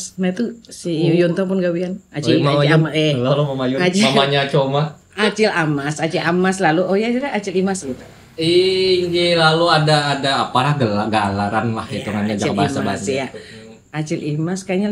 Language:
Banjar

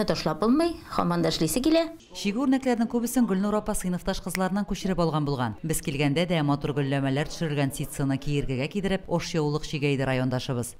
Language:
Tatar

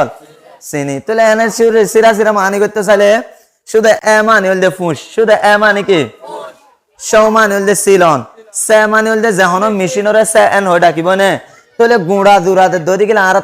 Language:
Rohingya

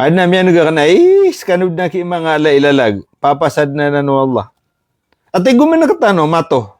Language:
Maranao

